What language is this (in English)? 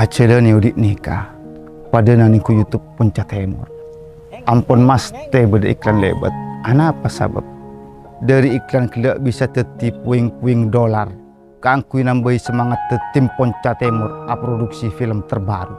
Madurese